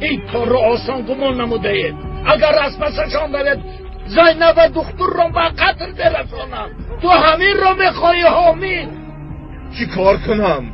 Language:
Tajik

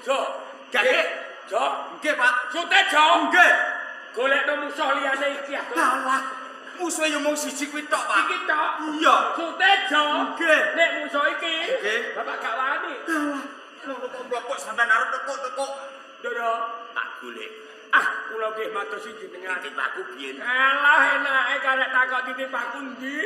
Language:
Javanese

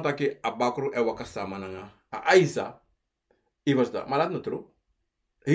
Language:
Sranan Tongo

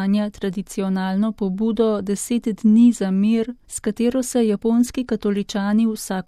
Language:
Slovenian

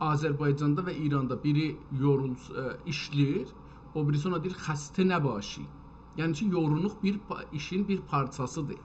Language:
South Azerbaijani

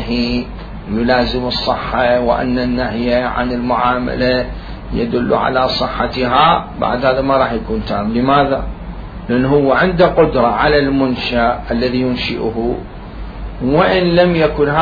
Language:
Mesopotamian Arabic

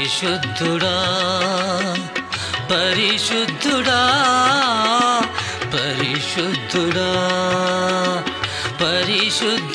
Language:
Telugu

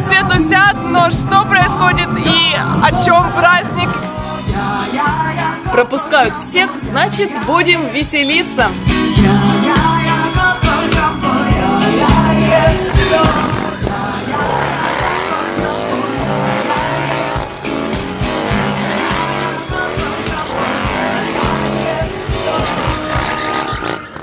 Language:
Russian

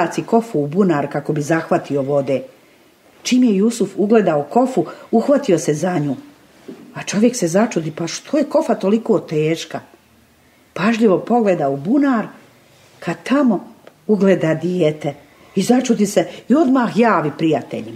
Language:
Bosnian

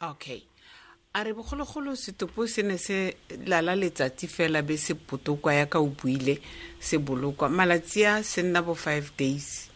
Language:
Tswana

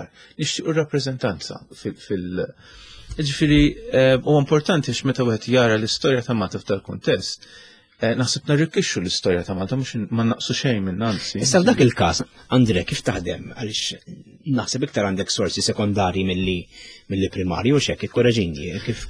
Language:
Maltese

